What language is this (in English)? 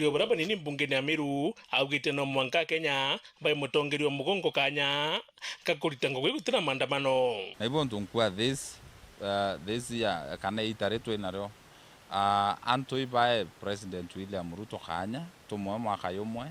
Meru